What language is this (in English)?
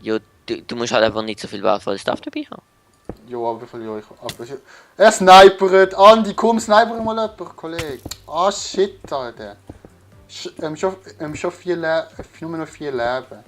Swiss German